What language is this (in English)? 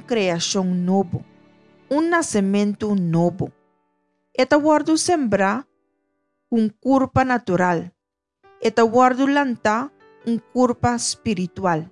Papiamento